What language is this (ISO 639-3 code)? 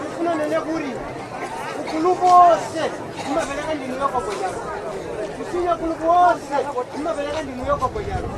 nya